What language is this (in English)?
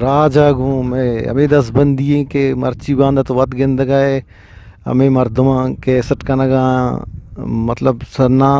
Eastern Balochi